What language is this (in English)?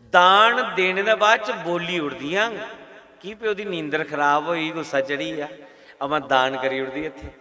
Dogri